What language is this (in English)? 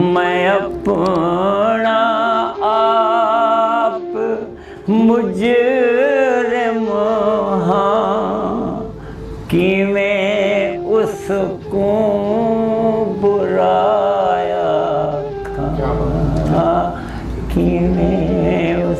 Saraiki